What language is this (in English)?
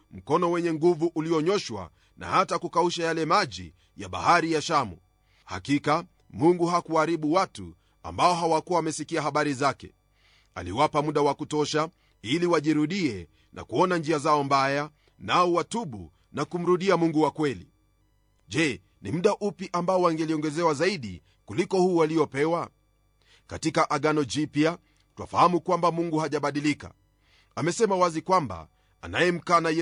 Swahili